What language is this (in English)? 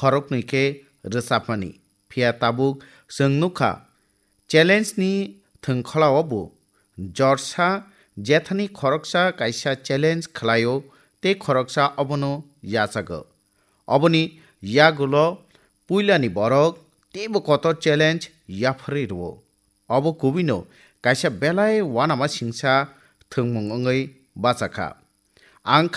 Kok Borok